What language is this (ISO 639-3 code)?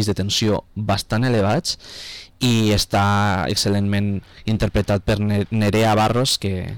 cat